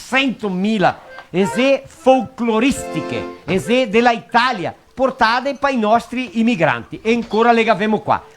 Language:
Venetian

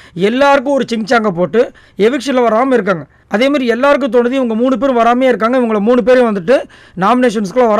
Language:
Tamil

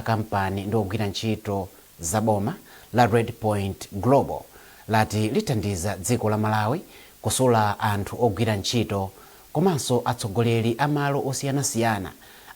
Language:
Nyanja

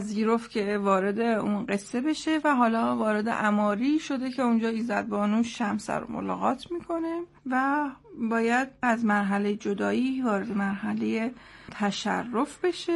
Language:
Persian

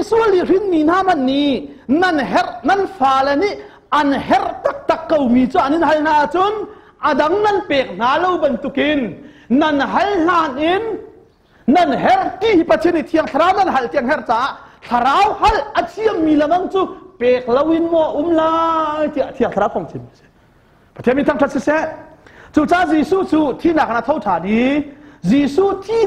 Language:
Hakha Chin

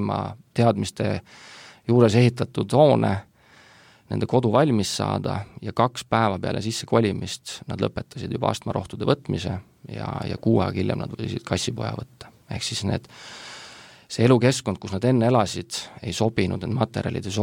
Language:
Estonian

